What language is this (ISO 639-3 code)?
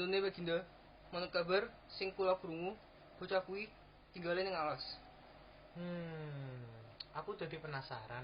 jav